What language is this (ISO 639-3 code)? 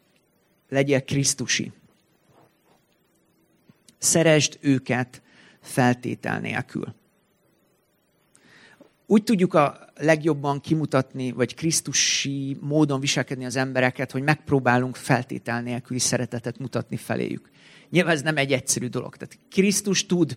hun